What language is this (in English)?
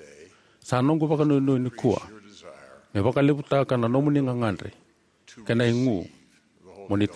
Fijian